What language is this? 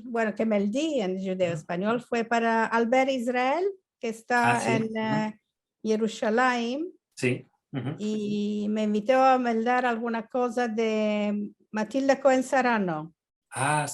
Ladino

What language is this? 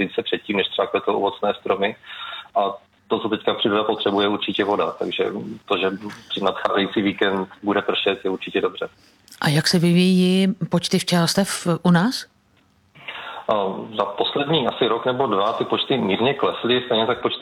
Czech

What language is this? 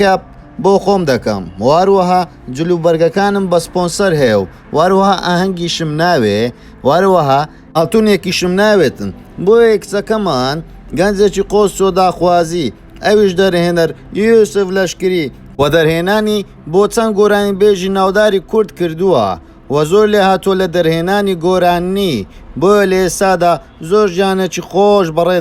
Central Kurdish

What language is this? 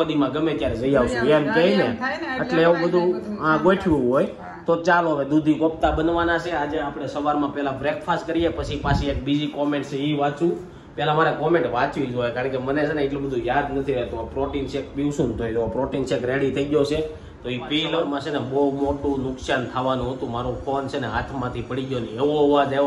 Gujarati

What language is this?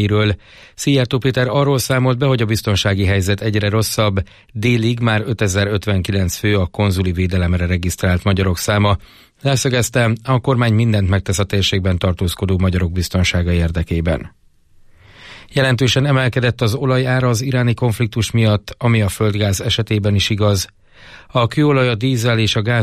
Hungarian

